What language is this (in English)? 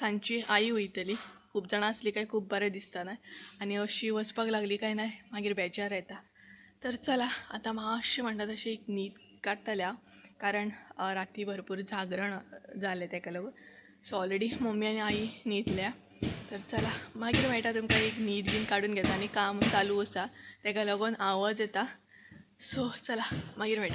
Konkani